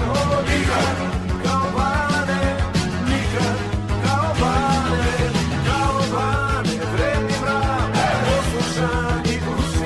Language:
Serbian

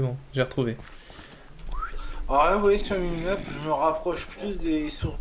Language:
French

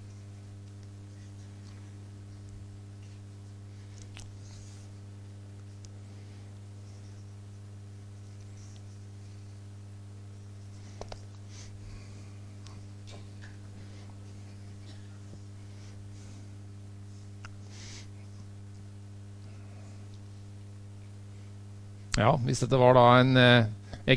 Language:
Norwegian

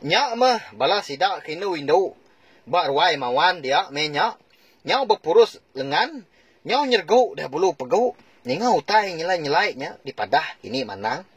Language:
Iban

